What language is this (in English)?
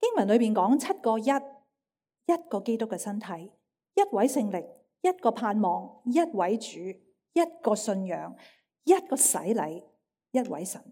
Cantonese